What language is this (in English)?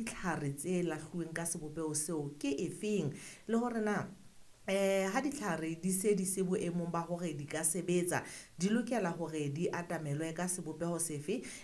Southern Sotho